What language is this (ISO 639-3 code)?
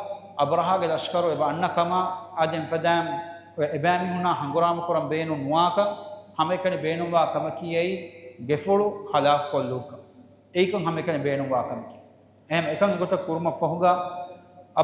div